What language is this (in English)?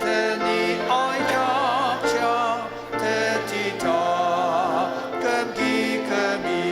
Ao Naga